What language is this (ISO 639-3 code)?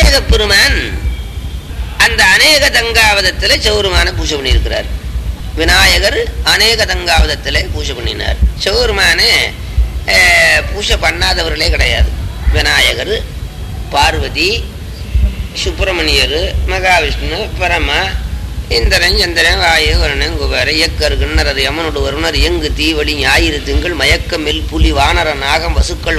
tam